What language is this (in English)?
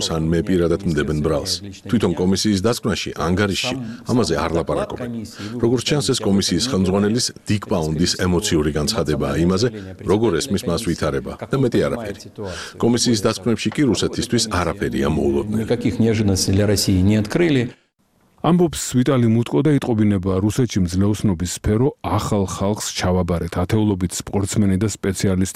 Georgian